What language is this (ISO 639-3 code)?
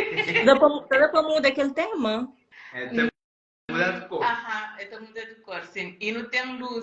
kea